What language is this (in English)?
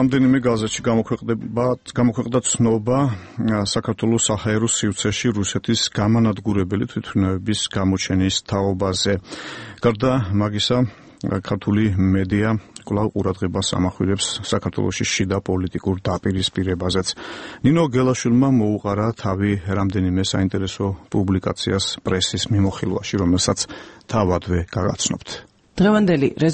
Georgian